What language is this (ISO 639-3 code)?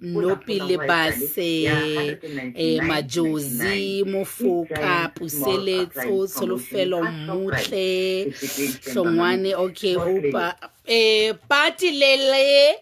sot